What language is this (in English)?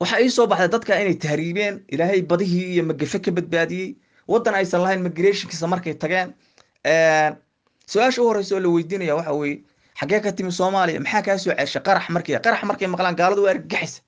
Somali